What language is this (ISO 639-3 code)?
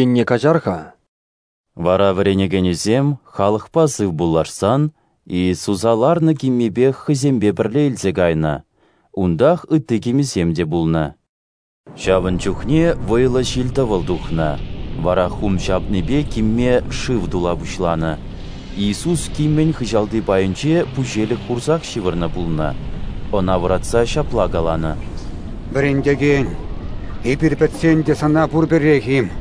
chv